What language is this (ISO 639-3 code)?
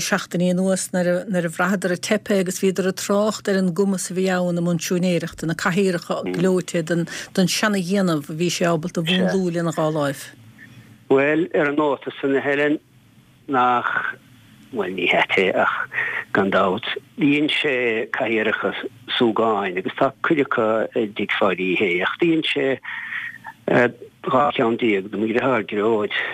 gle